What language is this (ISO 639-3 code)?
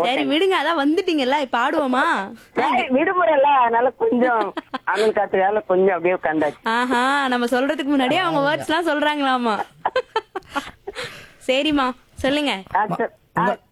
tam